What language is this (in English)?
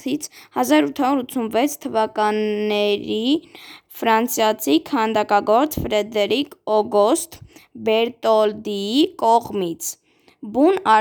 Armenian